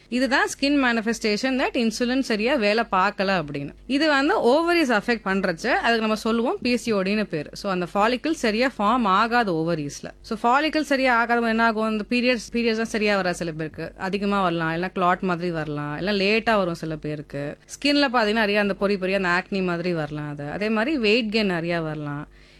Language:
Tamil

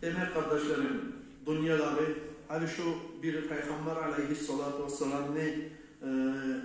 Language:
Kumyk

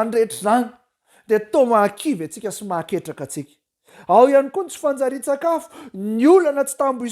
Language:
Malagasy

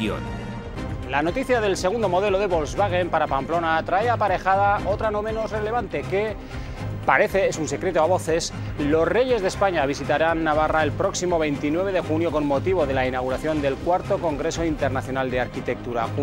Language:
Spanish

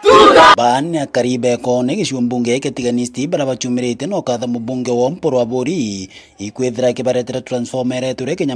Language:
Meru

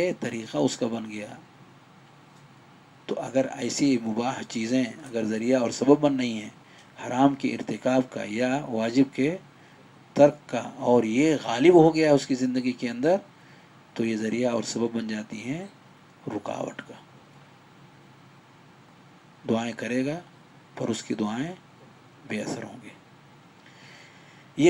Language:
Urdu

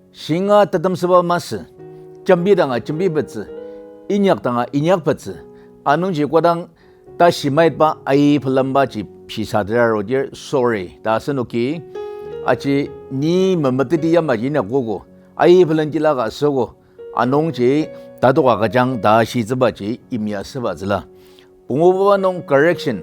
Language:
Ao Naga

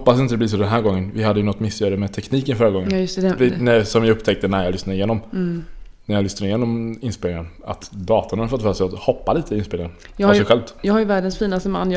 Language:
Swedish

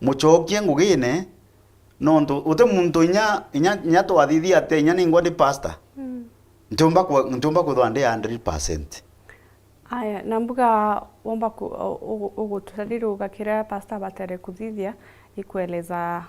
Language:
Meru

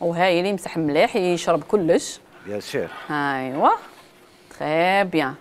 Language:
Algerian Arabic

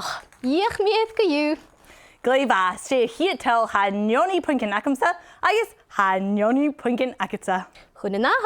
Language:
Scottish Gaelic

